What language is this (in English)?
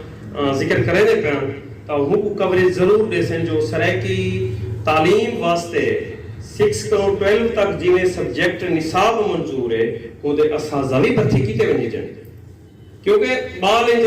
Saraiki